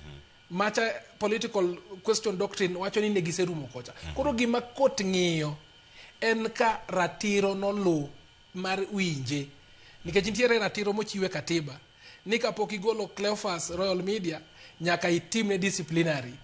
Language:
Luo (Kenya and Tanzania)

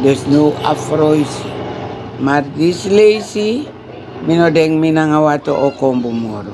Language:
Sranan Tongo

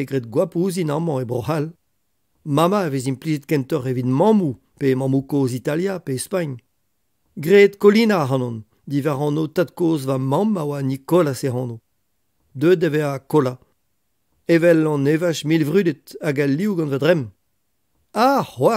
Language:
Breton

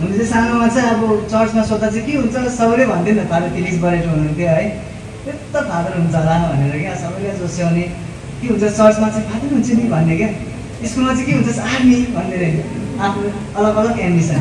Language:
Nepali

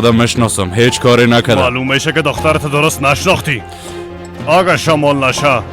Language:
Persian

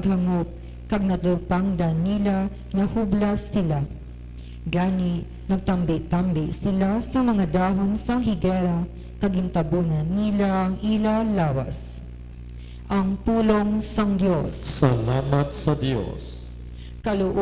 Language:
Hiligaynon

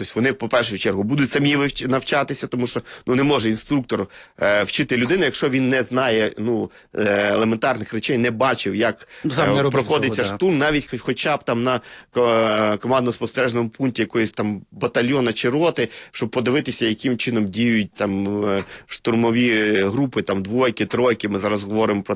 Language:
Ukrainian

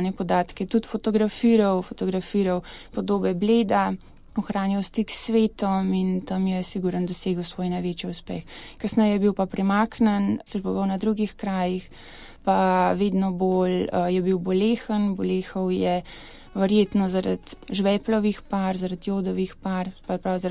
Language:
Slovenian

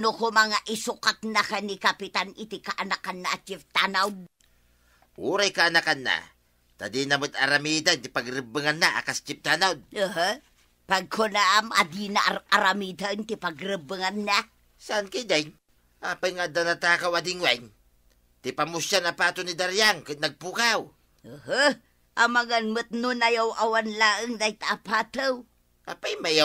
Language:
Iloko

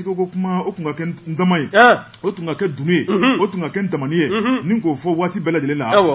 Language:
Bambara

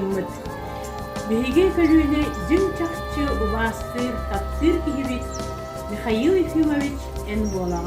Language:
Yakut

